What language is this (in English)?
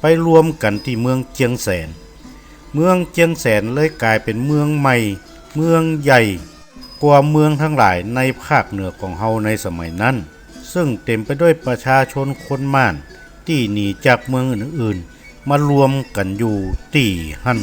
Northern Thai